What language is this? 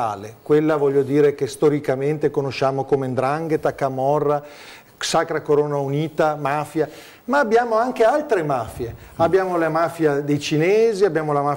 Italian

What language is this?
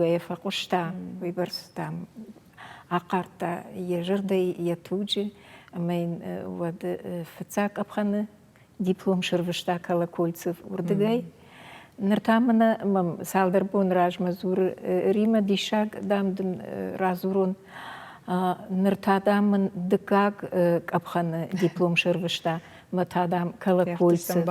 Ossetic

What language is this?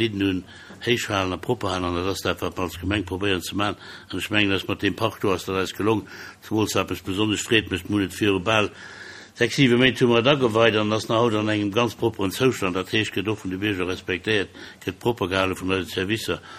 Luxembourgish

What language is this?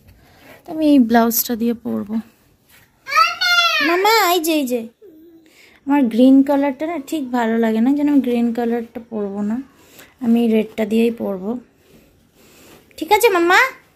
Bangla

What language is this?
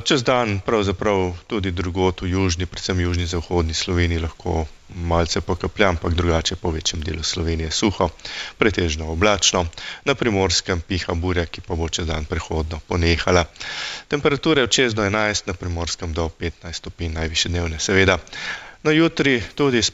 Slovenian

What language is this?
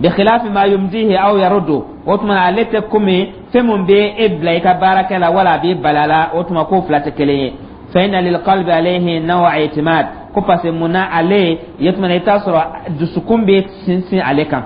Dyula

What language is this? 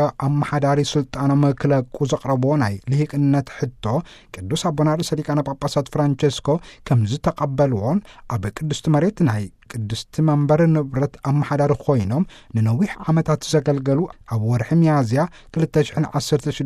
Tigrinya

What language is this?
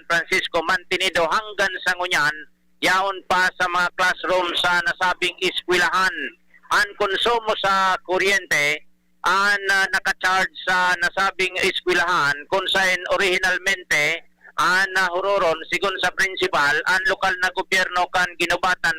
Bikol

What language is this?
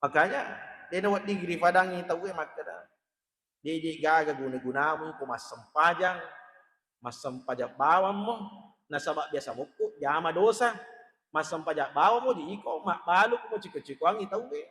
Buginese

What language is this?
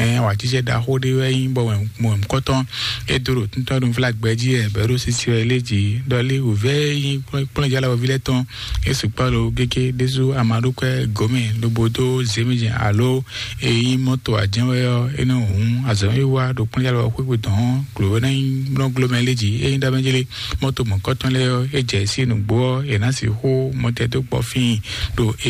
Fon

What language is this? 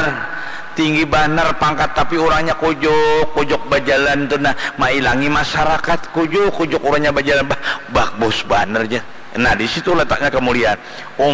Banjar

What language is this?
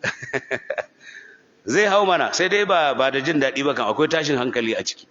Hausa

